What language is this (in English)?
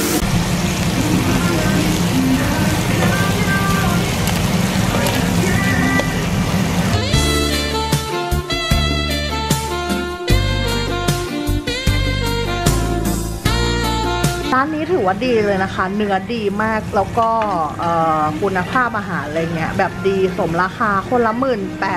Thai